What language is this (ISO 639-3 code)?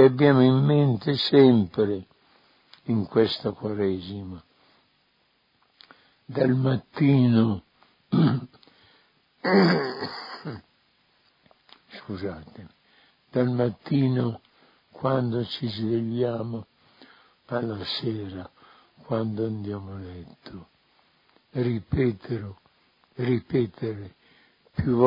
ita